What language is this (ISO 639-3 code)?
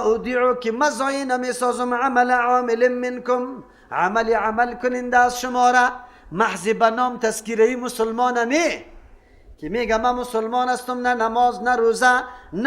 fas